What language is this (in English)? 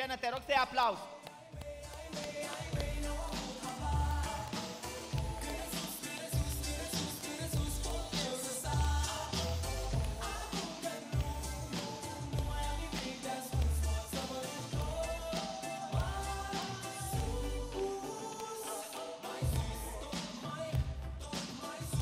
Romanian